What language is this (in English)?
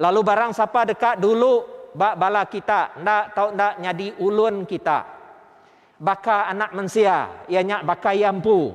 Iban